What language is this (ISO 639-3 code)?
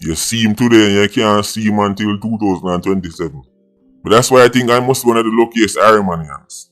jam